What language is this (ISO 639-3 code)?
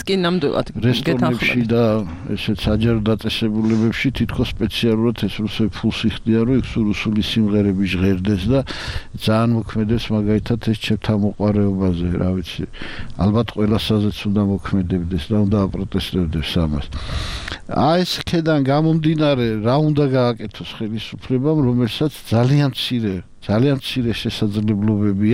kat